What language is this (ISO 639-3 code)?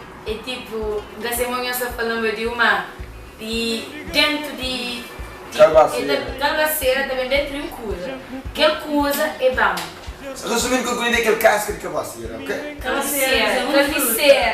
kea